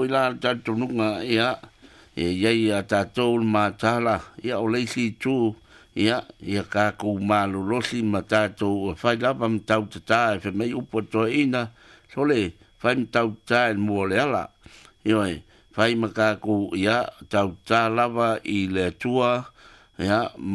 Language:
Samoan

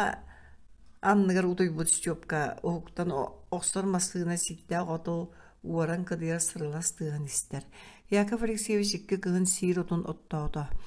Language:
Yakut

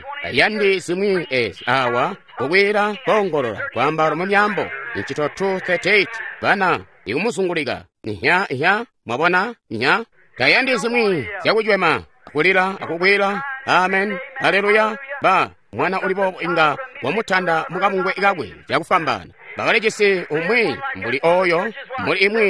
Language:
Tonga (Zambia)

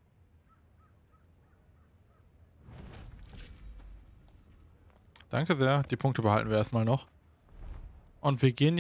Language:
German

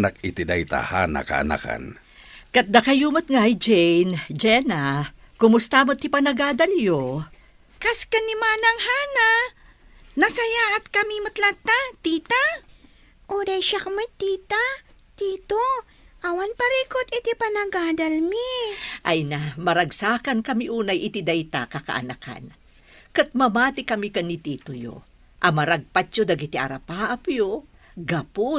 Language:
Iloko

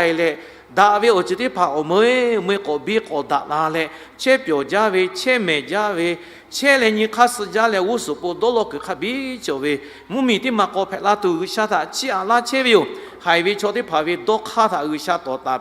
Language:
Lahu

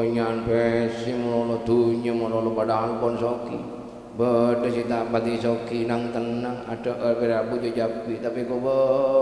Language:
Madurese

